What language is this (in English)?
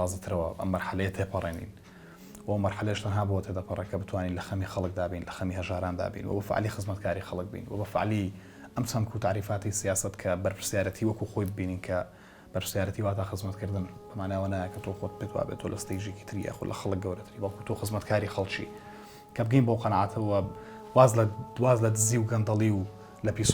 Central Kurdish